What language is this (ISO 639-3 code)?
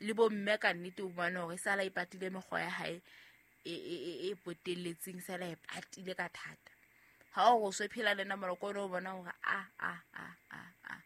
sot